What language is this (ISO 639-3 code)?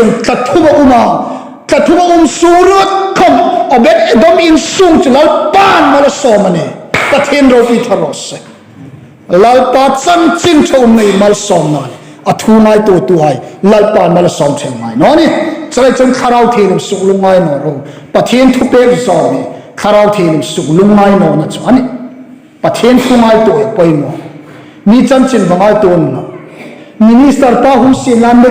hmr